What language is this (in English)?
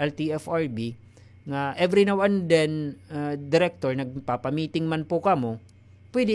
Waray